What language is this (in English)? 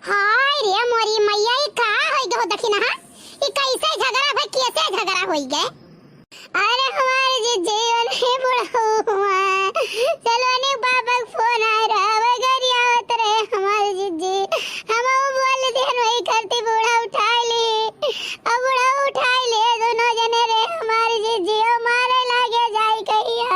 Awadhi